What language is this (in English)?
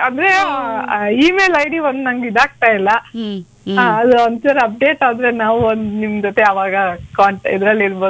Kannada